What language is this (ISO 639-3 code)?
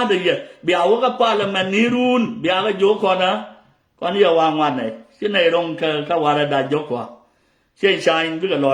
nus